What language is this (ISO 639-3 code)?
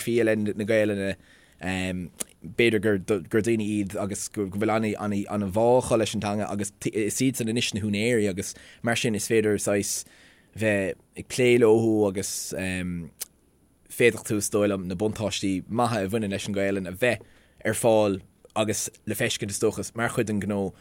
gle